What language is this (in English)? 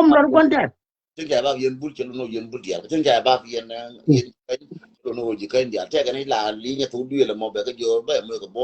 Nuer